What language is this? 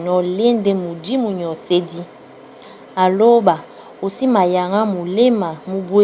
Duala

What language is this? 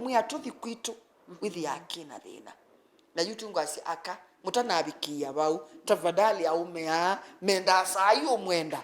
Kamba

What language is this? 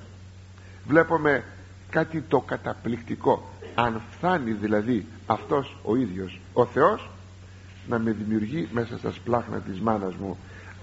Greek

